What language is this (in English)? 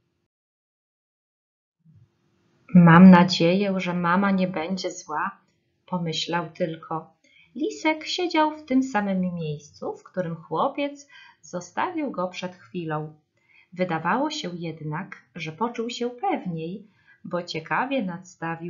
Polish